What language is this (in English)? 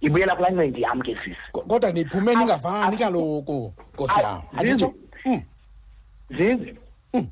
Xhosa